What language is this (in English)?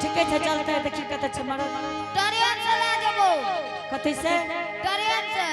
Angika